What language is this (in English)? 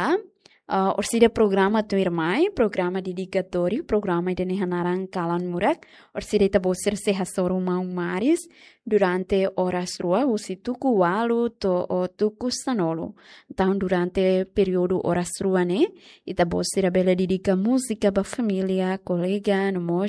Tetum